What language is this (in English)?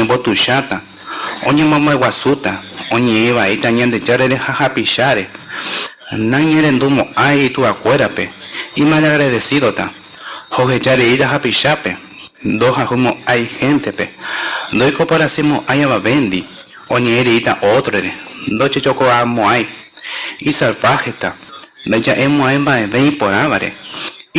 Guarani